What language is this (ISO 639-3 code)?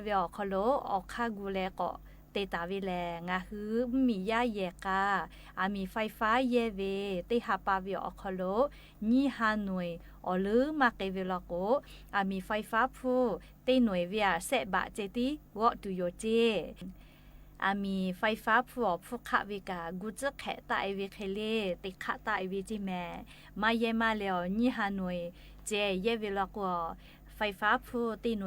lhu